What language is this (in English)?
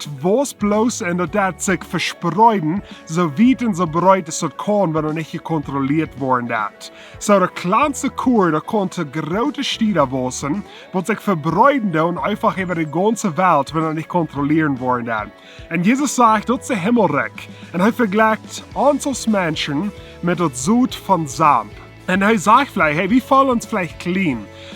Plautdietsch